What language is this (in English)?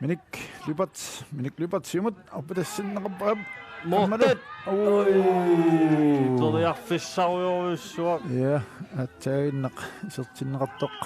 Kalaallisut